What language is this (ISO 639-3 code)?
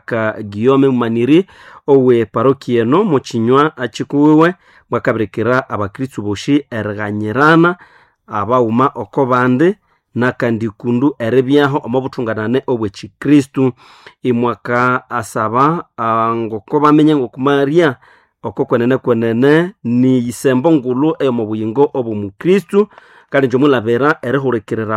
nnb